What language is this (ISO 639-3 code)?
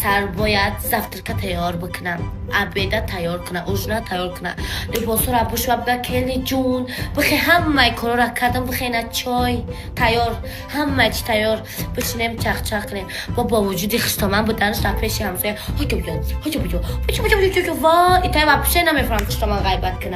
tgk